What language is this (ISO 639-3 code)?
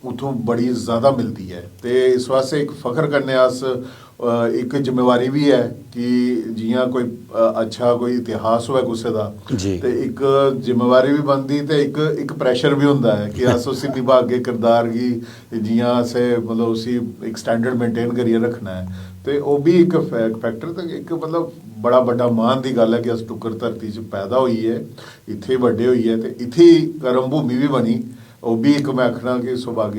doi